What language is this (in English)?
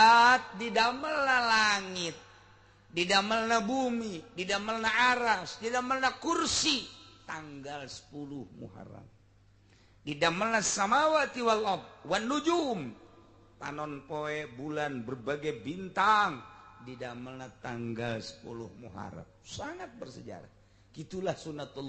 Sundanese